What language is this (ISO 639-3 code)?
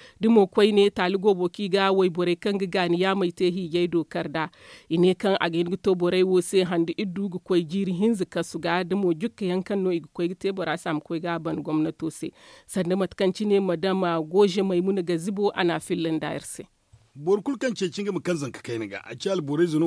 dje